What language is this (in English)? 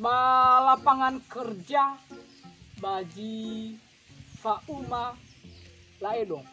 Nias